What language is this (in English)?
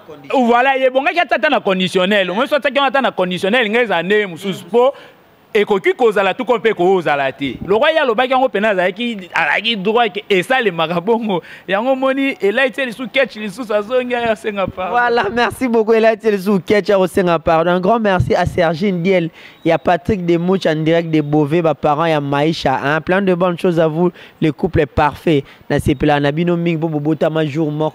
Lingala